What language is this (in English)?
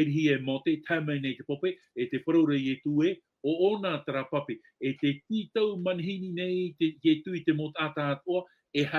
Tahitian